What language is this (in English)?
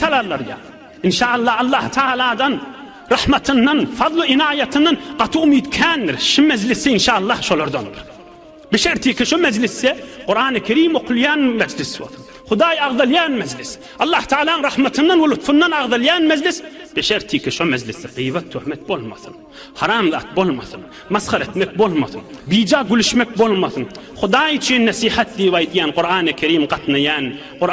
Turkmen